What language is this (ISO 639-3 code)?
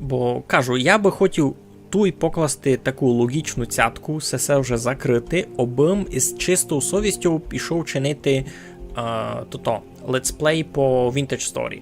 rue